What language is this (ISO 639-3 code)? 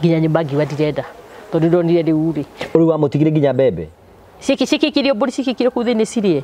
kik